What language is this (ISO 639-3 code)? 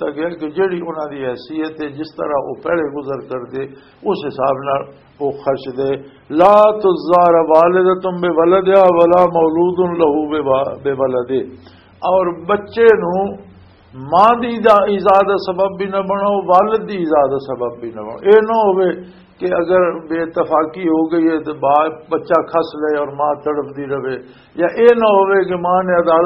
lah